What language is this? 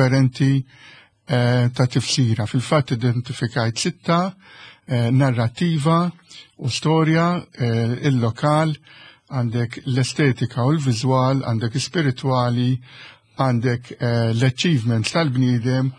Maltese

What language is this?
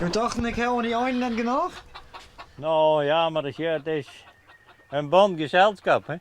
Western Frisian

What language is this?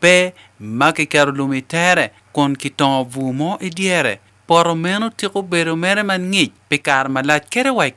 Acoli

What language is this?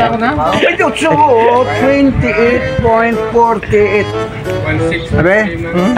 Hiligaynon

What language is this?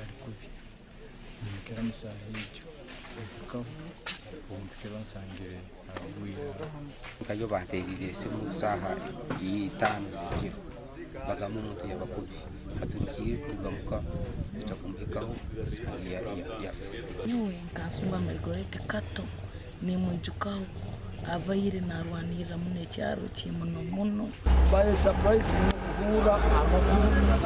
Nyankole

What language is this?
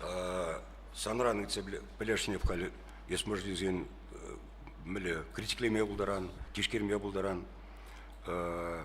Chuvash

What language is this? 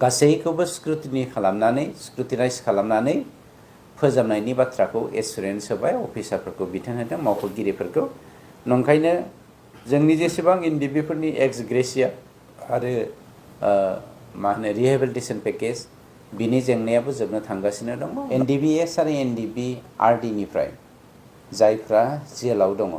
Bodo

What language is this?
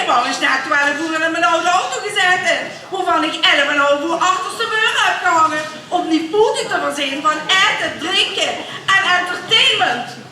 Limburgish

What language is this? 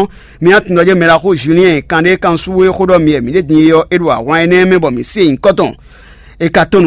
Fon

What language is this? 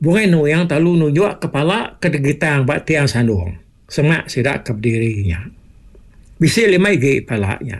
Iban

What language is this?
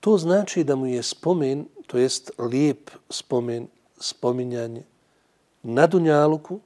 Bosnian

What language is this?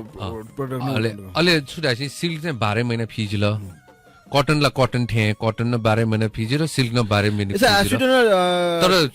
Newari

